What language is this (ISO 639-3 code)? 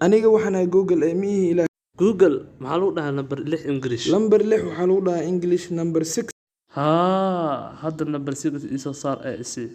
som